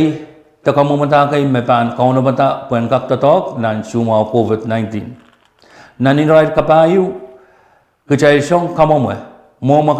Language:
Pohnpeian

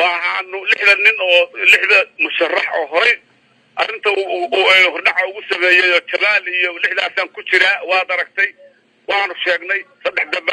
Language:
Somali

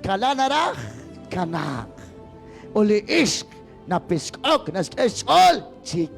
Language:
Kekchí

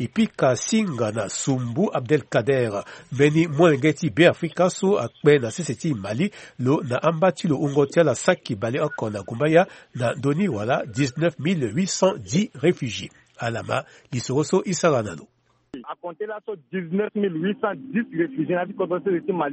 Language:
Sango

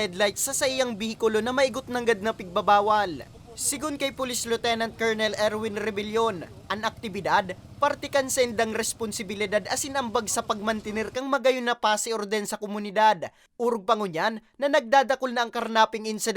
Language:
Bikol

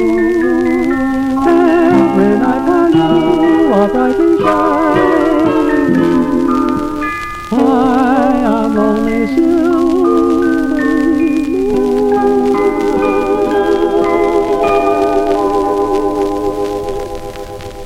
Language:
Swedish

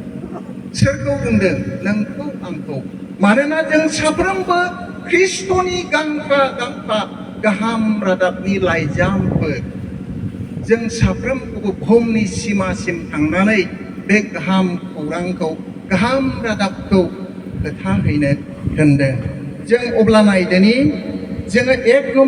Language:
Bodo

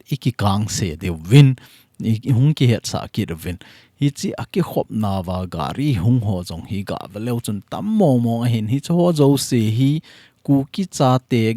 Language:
Thado Chin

